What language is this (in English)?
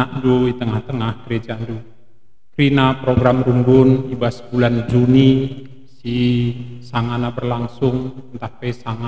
Batak Karo